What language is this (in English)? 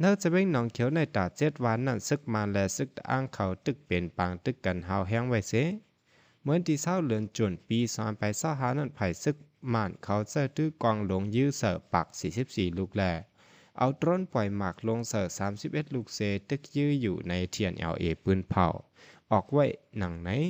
Shan